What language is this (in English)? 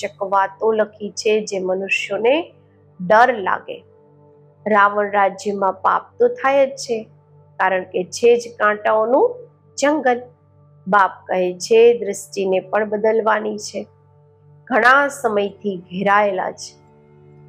Gujarati